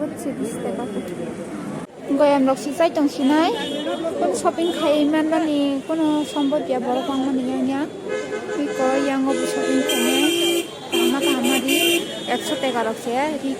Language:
Kok Borok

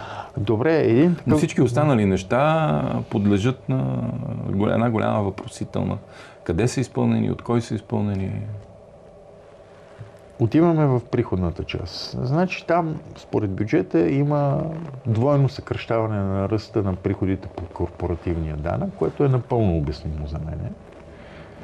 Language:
Bulgarian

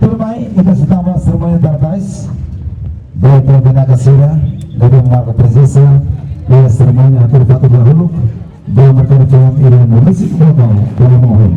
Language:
Tetum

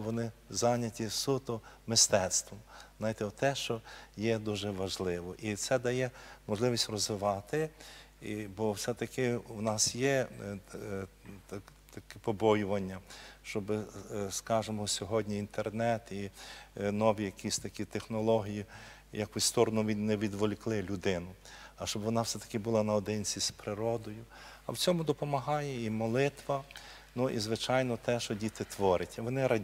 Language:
Ukrainian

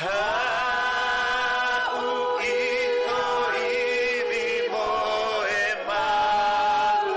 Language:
Tongan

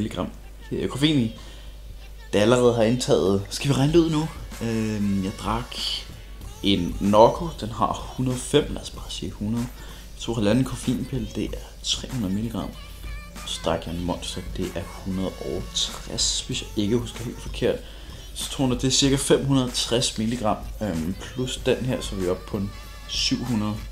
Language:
Danish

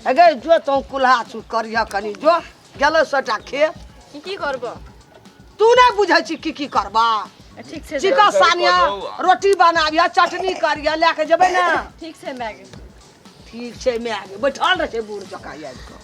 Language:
Maithili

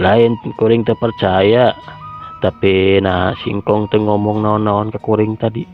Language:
Sundanese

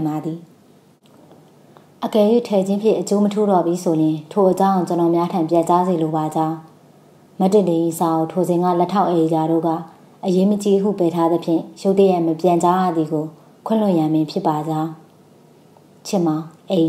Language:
Burmese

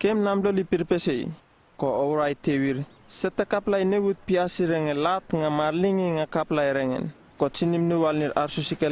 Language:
Uripiv-Wala-Rano-Atchin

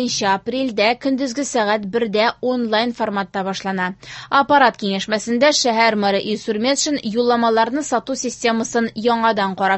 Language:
Tatar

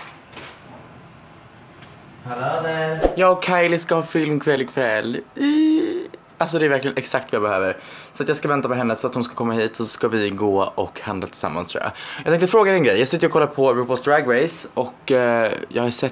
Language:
Swedish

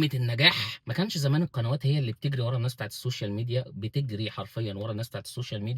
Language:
Egyptian Arabic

